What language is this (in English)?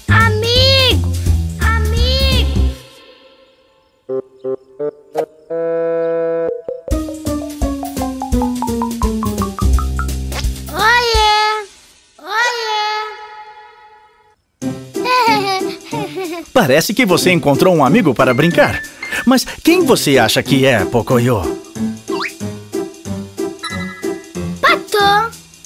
Portuguese